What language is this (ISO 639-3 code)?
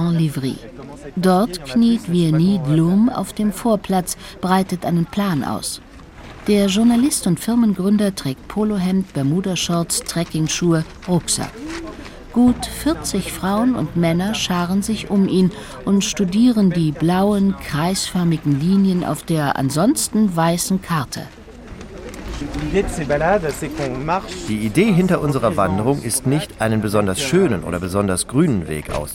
deu